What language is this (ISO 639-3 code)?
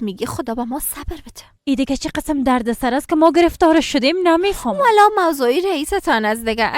fas